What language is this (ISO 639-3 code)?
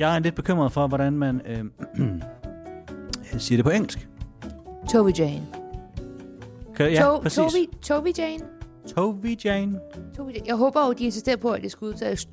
dan